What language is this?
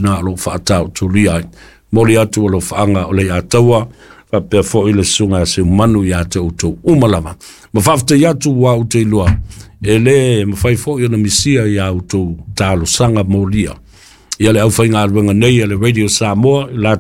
Samoan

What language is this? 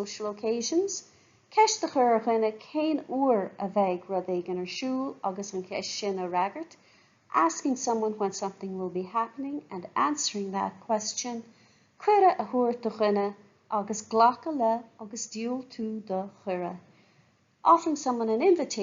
Irish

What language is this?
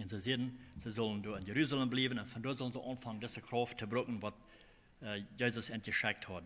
Plautdietsch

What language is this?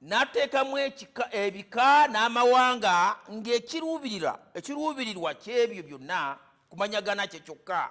Ganda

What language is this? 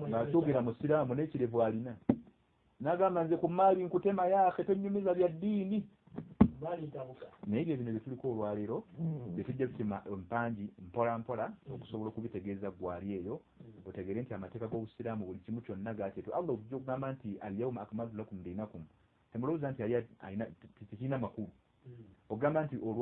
Ganda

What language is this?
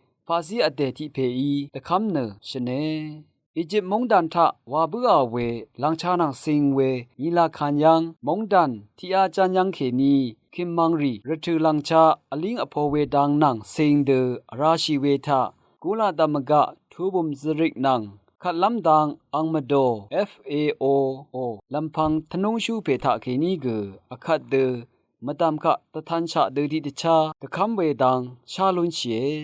Rawang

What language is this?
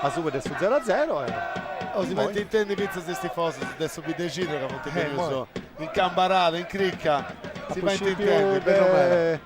Sardinian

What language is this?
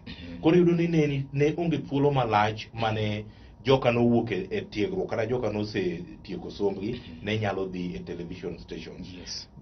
Luo (Kenya and Tanzania)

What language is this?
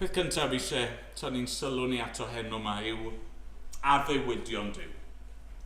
Welsh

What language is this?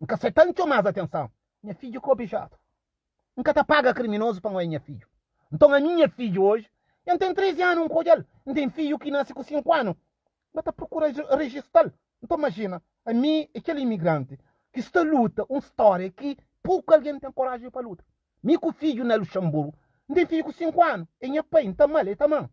Kabuverdianu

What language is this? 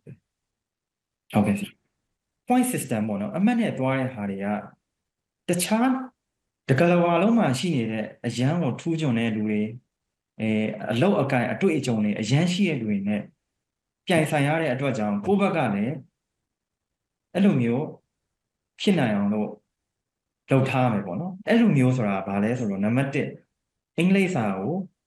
Burmese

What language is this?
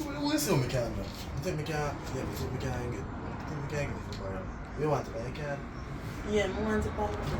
Jamaican Creole English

